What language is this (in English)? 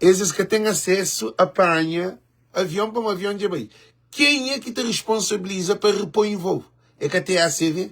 Kabuverdianu